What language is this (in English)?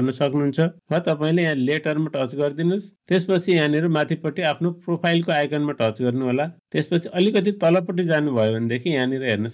Nepali